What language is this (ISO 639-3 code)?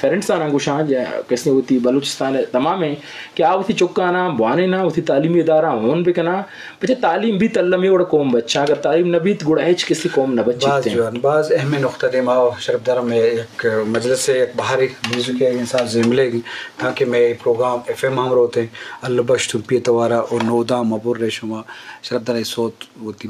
bgp